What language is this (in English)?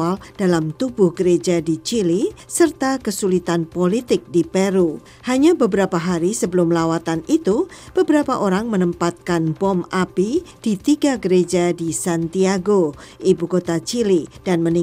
Indonesian